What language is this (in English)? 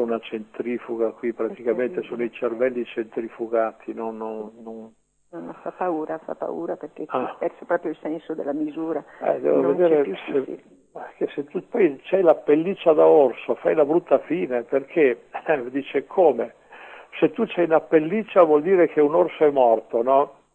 Italian